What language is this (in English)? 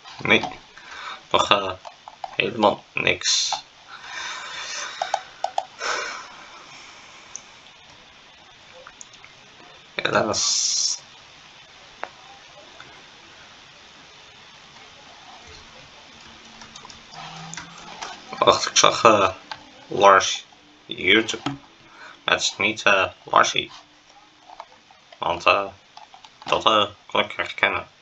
Dutch